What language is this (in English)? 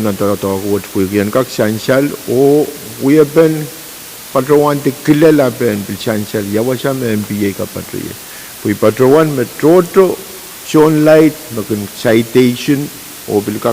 Pohnpeian